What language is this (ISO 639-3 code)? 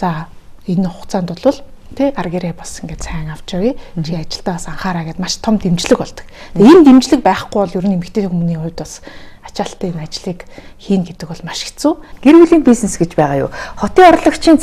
mon